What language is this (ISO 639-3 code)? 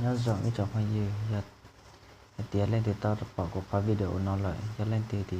hmn